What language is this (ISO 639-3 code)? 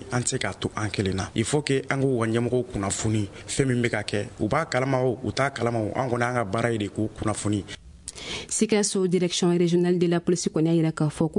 bam